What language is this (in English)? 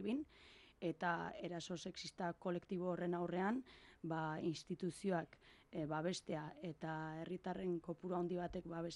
Basque